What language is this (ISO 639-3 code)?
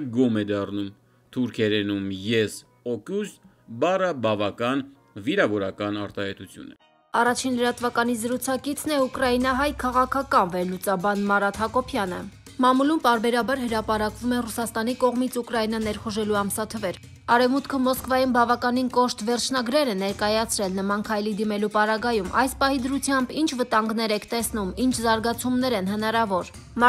hye